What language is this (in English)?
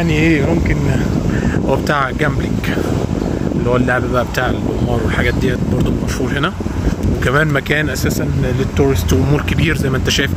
Egyptian Arabic